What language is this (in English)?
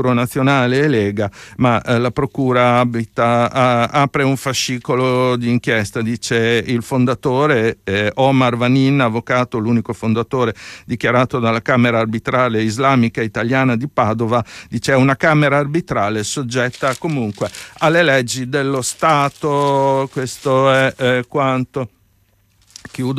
Italian